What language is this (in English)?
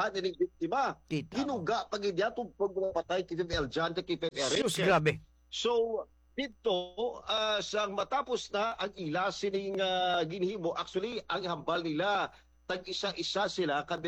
Hiligaynon